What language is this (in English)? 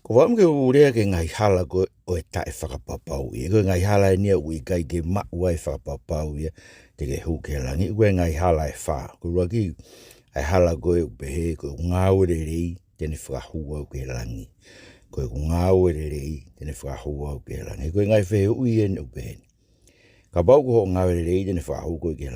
Tongan